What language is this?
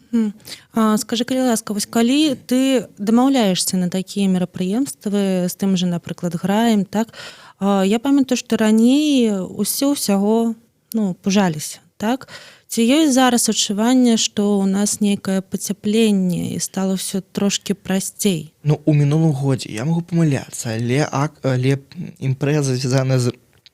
Belarusian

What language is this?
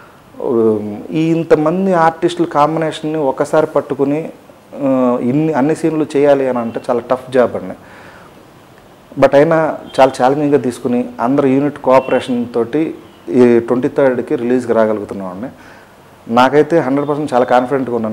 Telugu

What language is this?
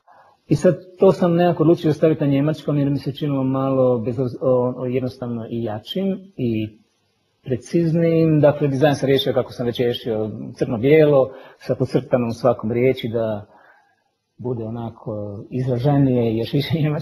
Croatian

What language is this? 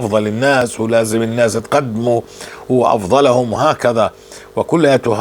North Levantine Arabic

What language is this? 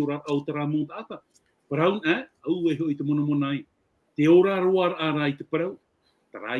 Tahitian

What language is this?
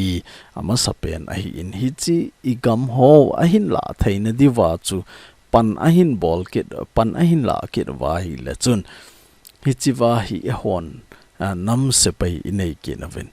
Thado Chin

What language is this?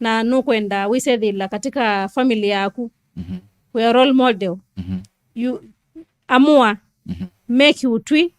Kamba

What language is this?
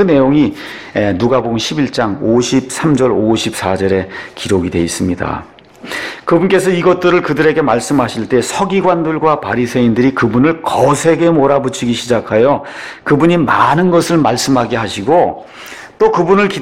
Korean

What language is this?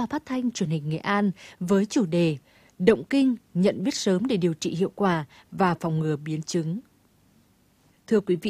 Vietnamese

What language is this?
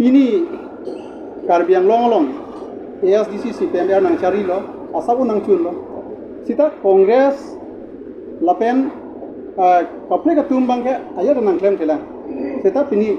Karbi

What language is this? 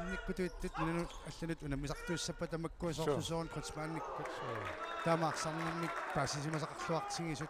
Kalaallisut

